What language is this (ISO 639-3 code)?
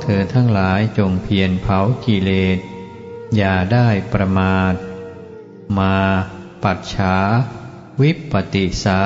tha